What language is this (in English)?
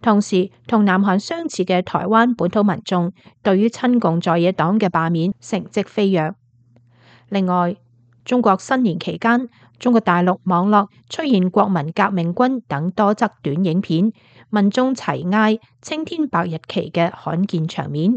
Cantonese